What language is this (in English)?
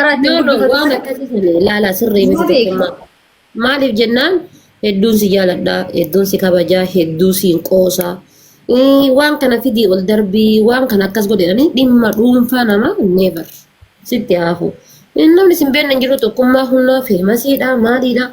Oromo